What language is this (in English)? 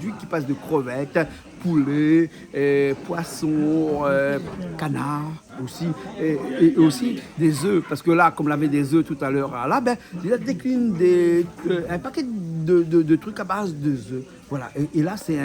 Réunion Creole French